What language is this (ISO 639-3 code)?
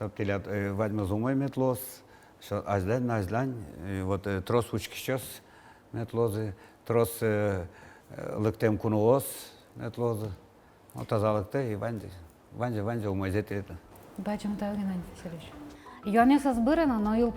udm